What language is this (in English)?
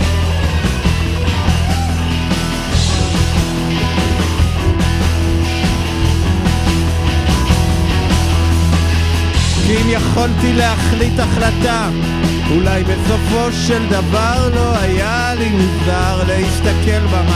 Hebrew